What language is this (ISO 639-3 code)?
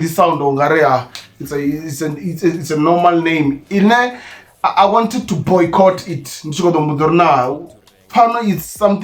ven